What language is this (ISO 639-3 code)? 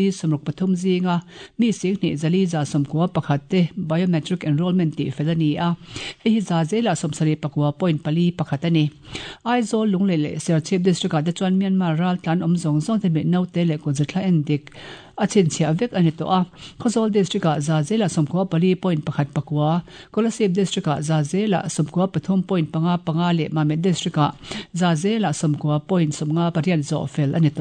lus